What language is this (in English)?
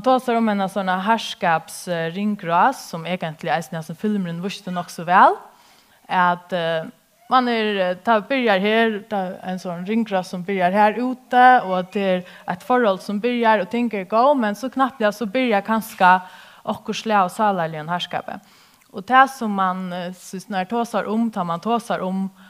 Faroese